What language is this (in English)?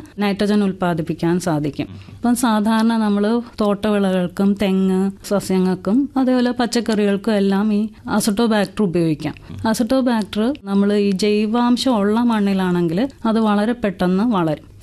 Malayalam